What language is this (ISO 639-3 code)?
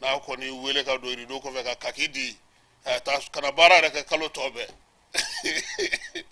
bam